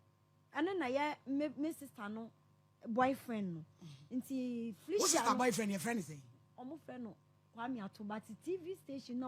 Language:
Akan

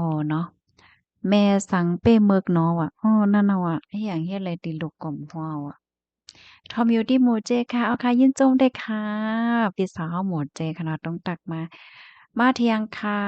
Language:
Shan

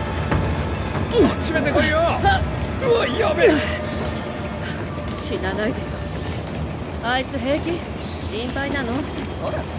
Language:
Japanese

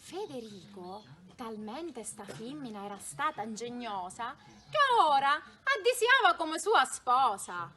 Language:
Sicilian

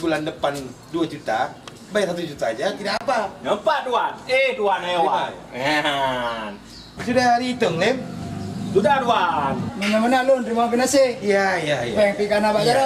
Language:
Achinese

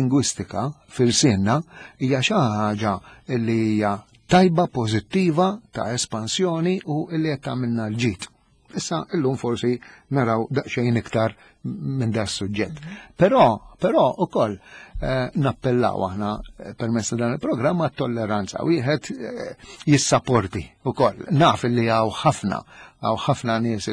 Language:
Maltese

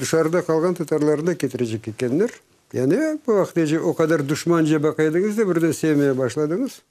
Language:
Crimean Tatar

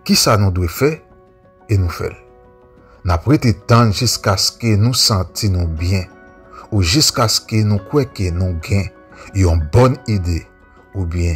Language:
Haitian Creole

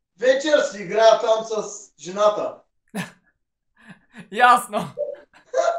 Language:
Bulgarian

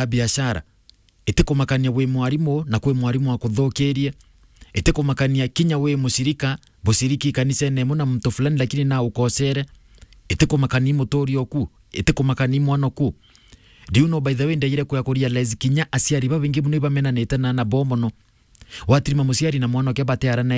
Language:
Meru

